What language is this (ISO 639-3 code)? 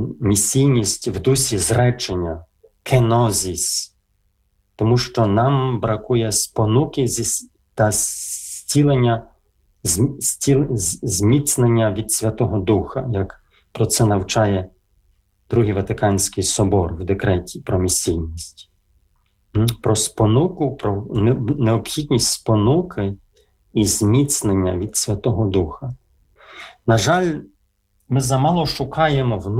ukr